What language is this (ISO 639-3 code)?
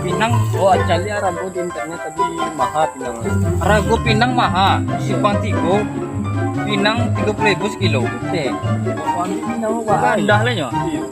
min